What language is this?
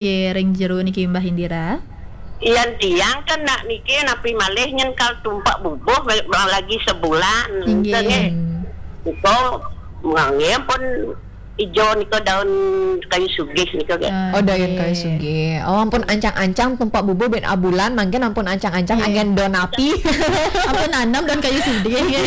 Balinese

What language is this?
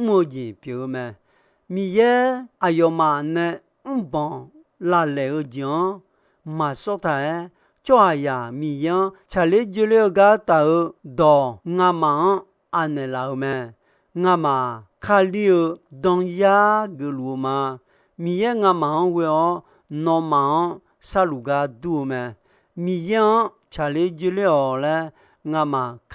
Akha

